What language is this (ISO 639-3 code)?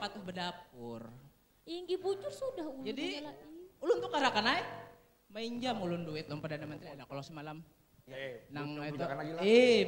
bjn